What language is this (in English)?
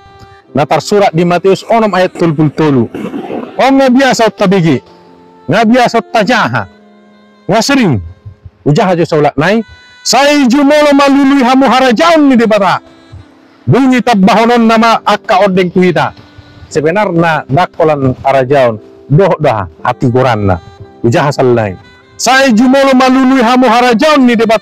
Batak Toba